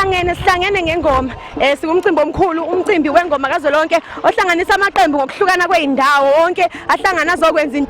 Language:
Zulu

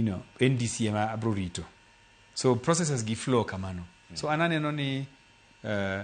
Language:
Luo (Kenya and Tanzania)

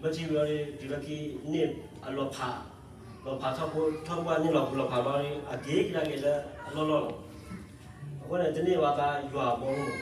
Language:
S'gaw Karen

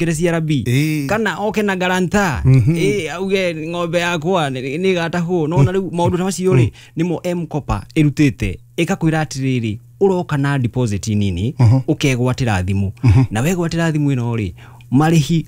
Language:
Kikuyu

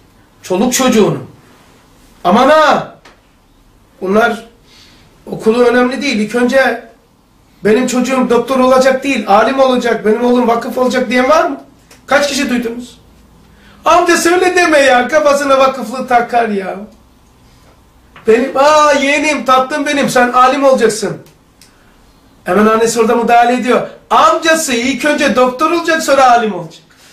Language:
Turkish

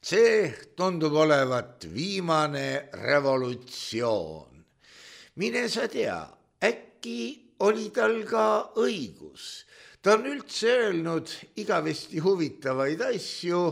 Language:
Estonian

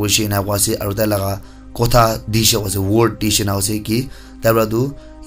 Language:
Naga Pidgin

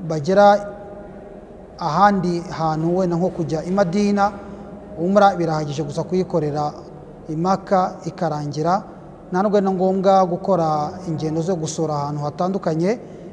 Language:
Kinyarwanda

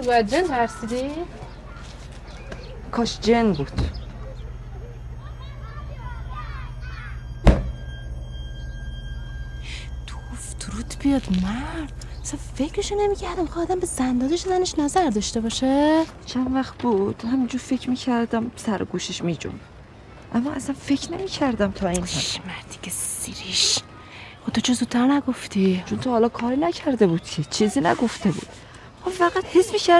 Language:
Persian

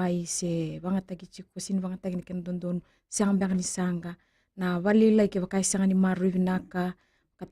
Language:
Fijian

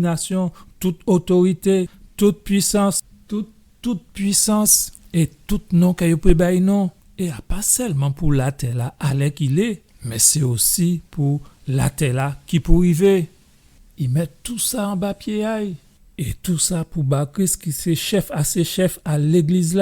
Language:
Guadeloupean Creole French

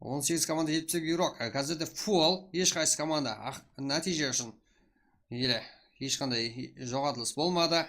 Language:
Kara-Kalpak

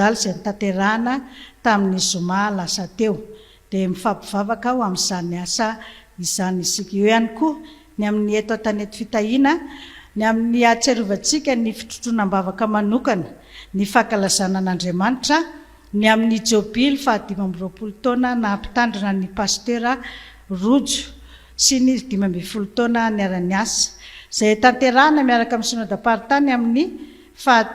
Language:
Malagasy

